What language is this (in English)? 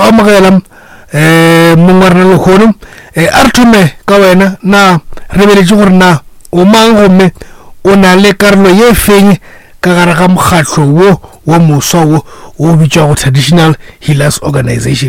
Northern Sotho